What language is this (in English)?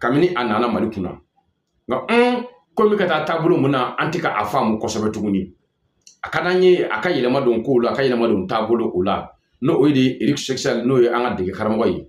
Bambara